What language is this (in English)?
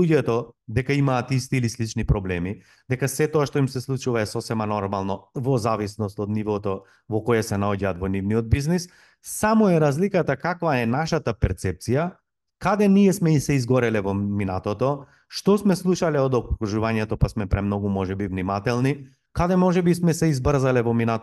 Macedonian